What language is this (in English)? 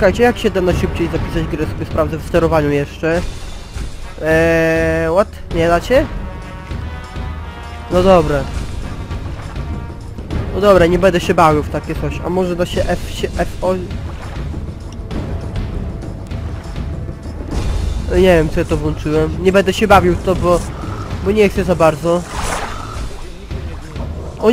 Polish